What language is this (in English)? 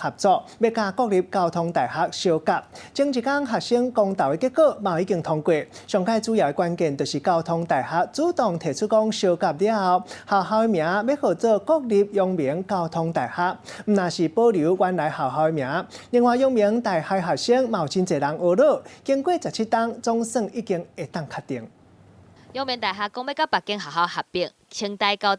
Min Nan Chinese